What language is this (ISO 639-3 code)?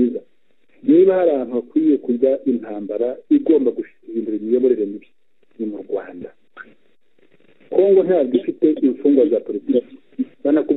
kin